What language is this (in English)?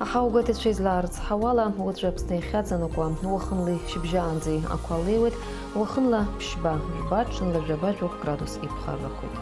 Abkhazian